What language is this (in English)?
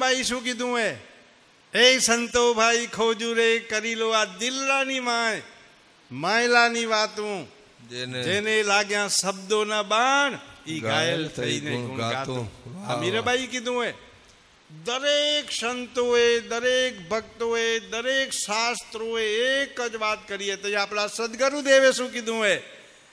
Gujarati